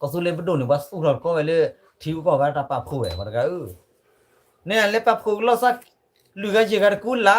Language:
S'gaw Karen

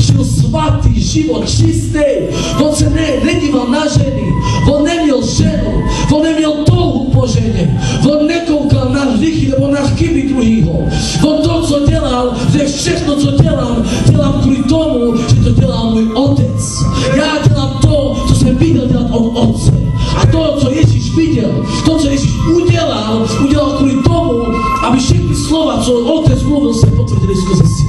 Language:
Czech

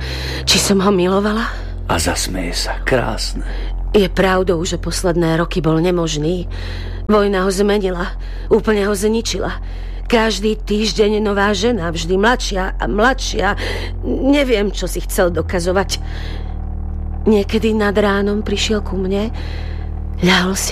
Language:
Slovak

